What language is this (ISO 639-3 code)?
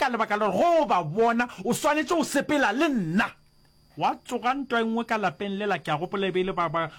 nso